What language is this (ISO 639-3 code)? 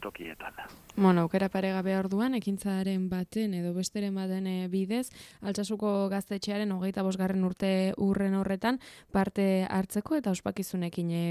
eus